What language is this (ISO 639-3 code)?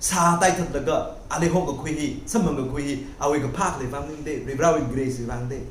nmf